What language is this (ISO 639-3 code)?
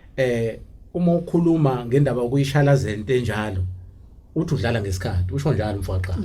zul